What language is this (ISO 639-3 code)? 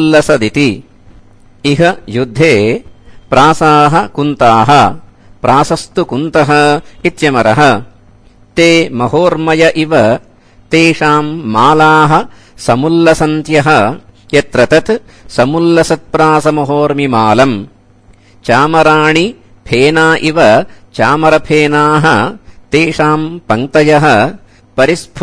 san